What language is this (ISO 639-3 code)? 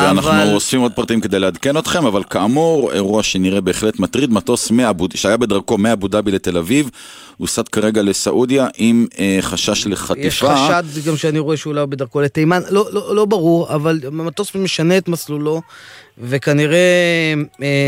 heb